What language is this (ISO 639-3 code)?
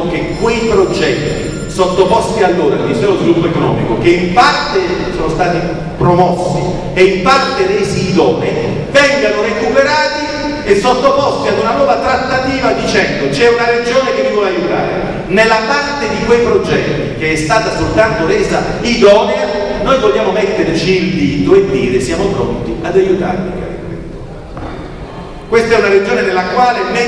ita